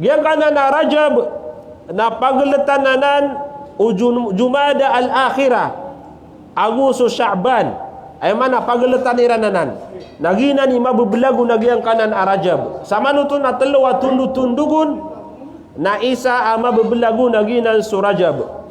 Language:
Maranao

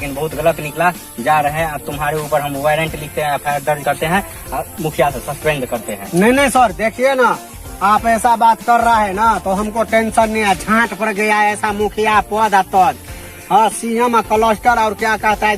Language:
Maithili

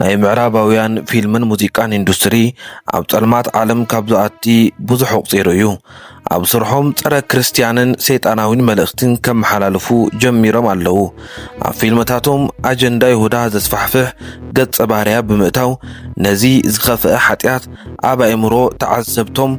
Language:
Tigrinya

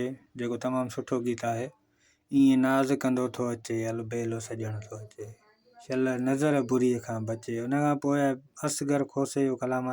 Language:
Sindhi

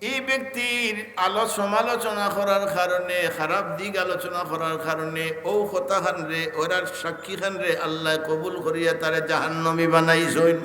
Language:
Sylheti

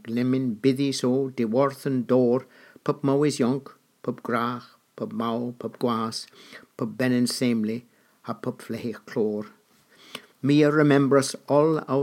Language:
Cornish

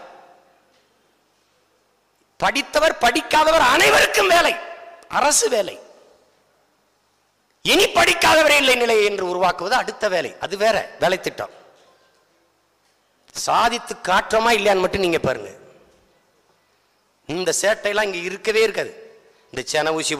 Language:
Tamil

